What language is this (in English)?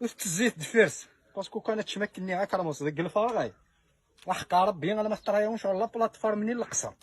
Kabyle